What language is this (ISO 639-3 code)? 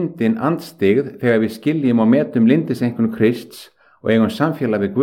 isl